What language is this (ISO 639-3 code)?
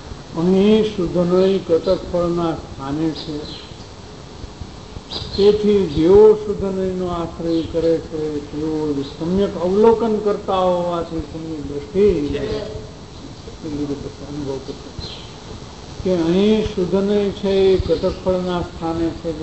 guj